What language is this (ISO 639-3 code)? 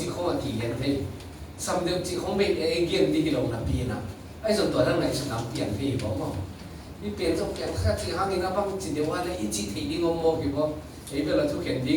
ctd